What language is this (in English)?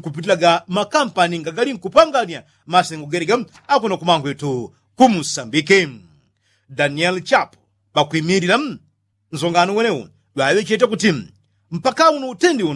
Yao